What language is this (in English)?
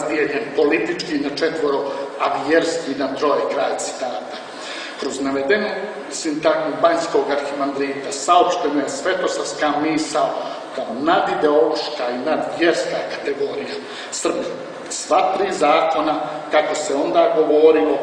Serbian